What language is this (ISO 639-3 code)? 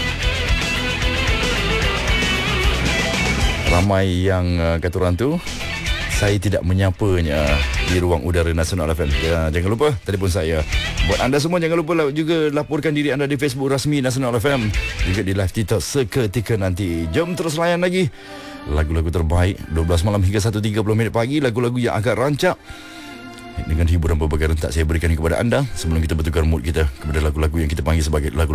msa